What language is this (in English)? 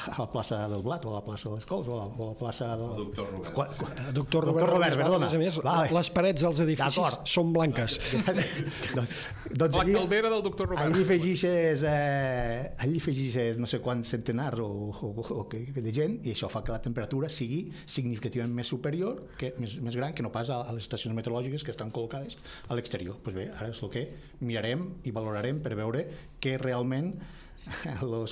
Catalan